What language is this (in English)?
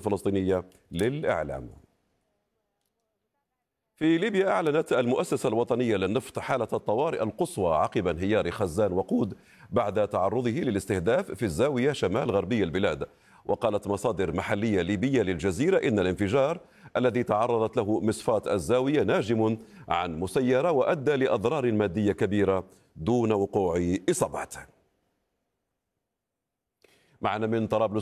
Arabic